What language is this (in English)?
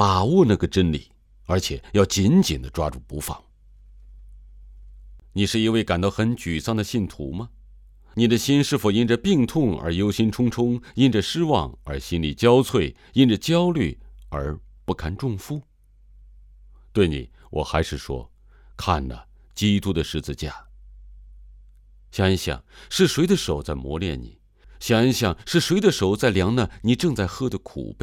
Chinese